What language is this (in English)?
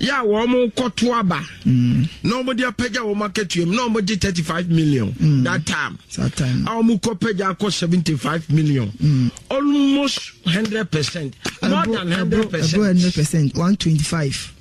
Akan